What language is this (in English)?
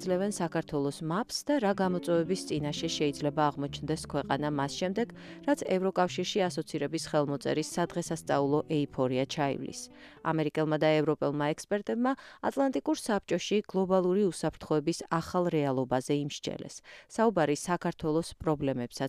Georgian